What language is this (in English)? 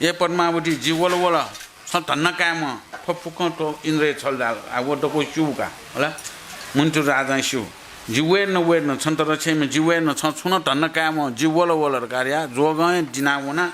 Newari